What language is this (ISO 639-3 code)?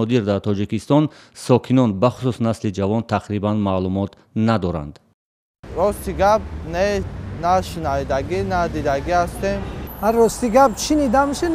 tgk